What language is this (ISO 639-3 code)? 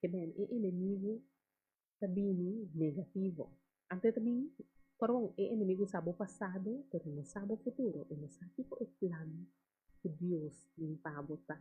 pap